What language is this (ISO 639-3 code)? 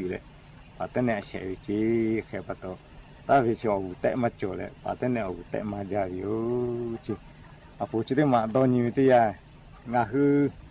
lhu